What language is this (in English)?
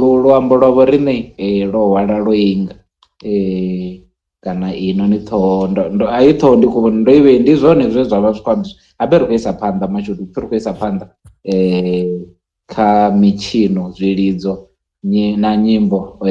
Venda